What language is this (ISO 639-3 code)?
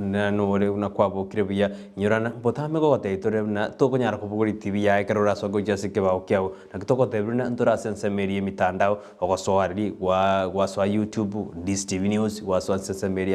guz